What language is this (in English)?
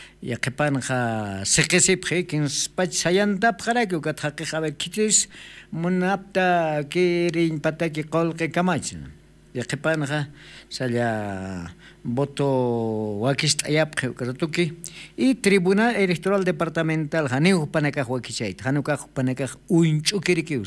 Aymara